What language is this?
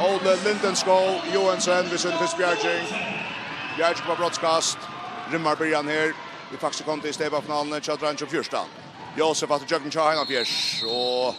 Faroese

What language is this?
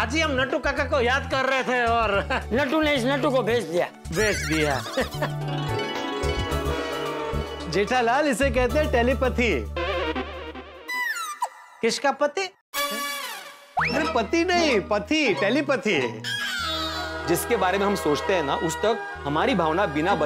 Hindi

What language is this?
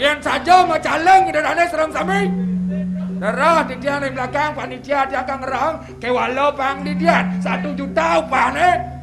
Balinese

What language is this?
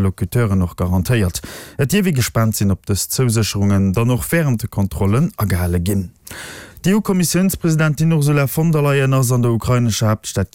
Luxembourgish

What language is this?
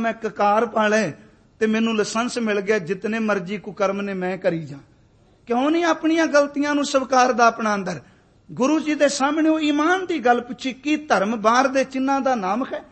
Punjabi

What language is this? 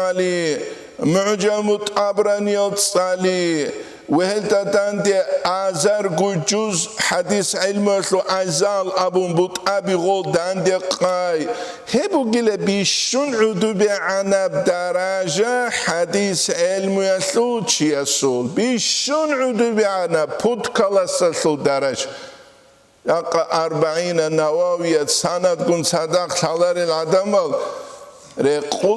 Avaric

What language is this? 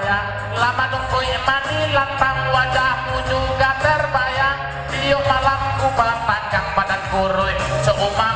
Minangkabau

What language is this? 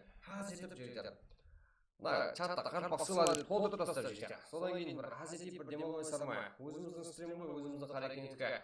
Kara-Kalpak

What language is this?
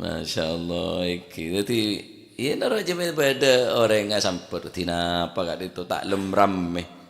Madurese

